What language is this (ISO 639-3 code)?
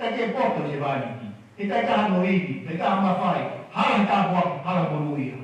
ton